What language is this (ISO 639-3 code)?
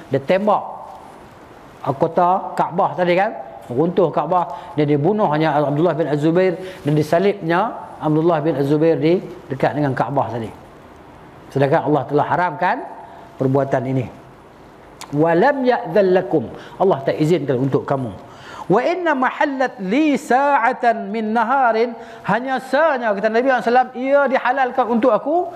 msa